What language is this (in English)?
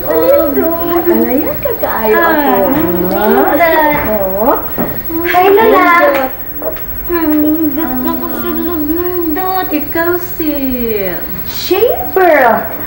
Cebuano